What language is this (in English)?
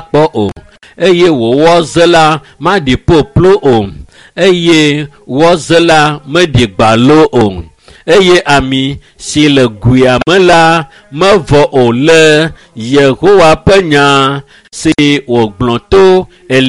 Ewe